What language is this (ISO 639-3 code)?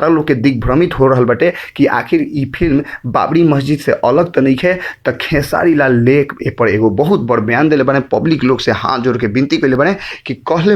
bho